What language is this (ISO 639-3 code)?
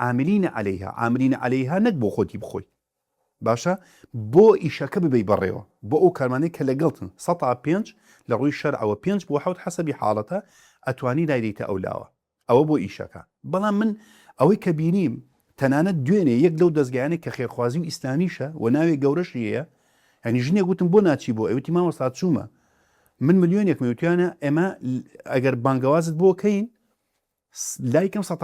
ckb